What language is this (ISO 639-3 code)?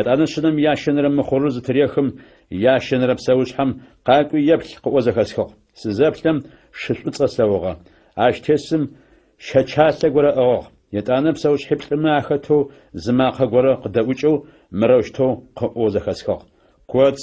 ady